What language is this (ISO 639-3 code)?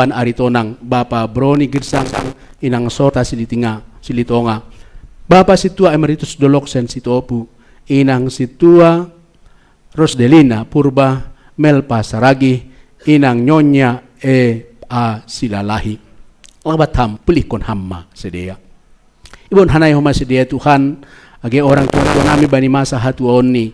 bts